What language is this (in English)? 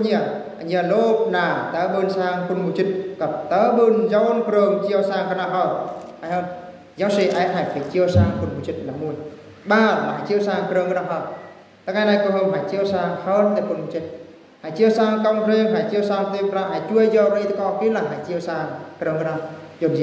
Eastern Bru